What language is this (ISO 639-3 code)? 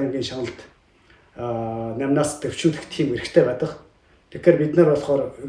mon